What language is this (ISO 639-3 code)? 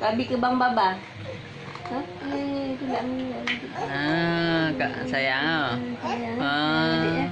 ace